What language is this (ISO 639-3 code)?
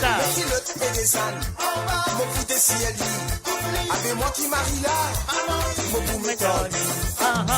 mfe